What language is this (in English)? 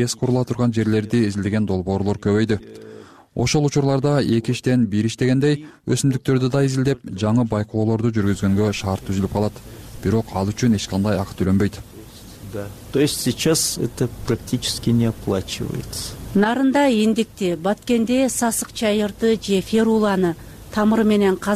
Kyrgyz